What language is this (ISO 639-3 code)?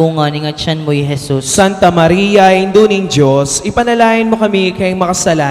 pam